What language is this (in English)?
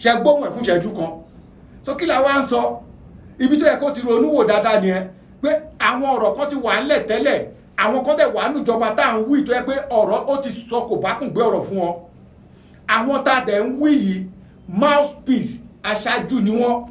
Yoruba